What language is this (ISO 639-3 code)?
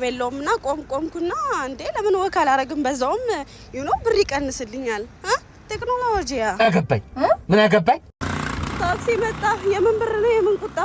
amh